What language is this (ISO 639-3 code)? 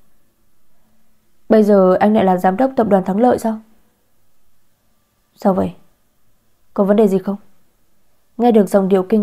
vie